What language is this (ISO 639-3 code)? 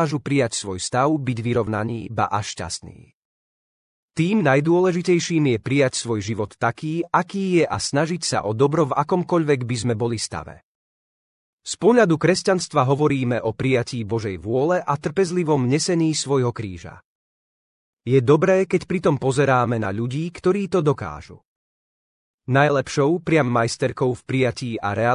slk